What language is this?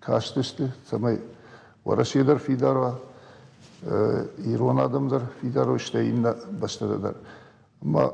Ossetic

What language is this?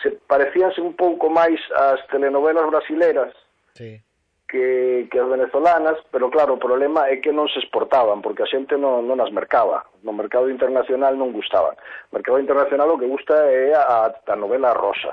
Galician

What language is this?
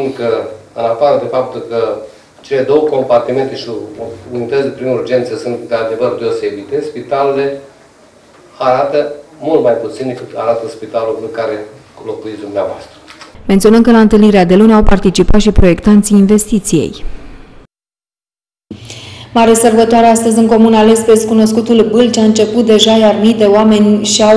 Romanian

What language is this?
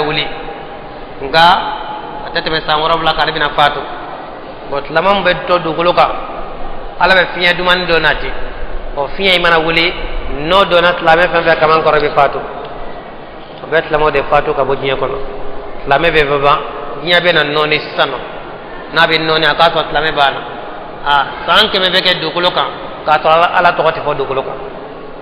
Bambara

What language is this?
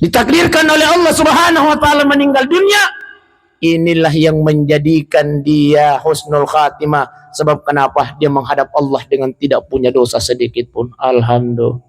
Buginese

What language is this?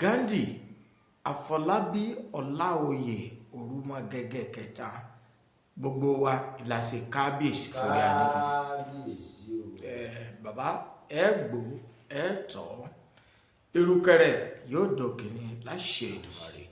Yoruba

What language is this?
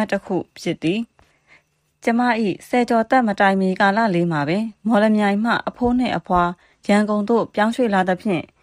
Burmese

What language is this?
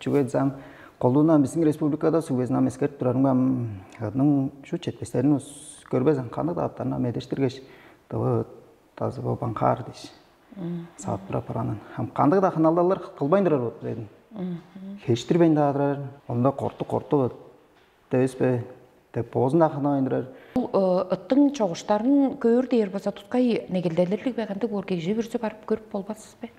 Tuvinian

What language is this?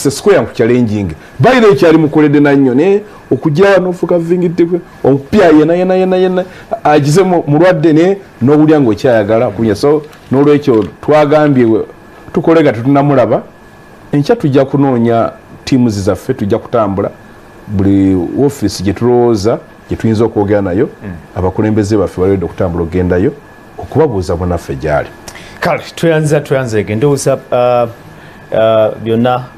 Ganda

